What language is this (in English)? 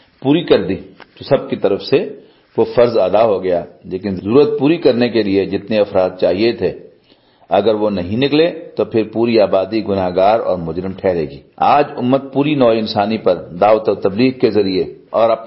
Urdu